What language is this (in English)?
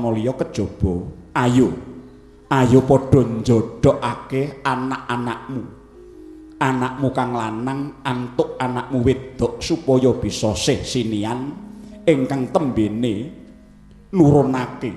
Javanese